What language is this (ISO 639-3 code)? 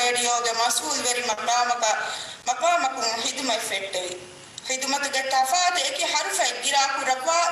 div